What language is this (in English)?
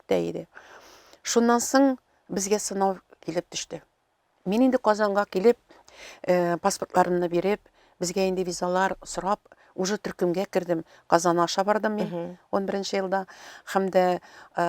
Tatar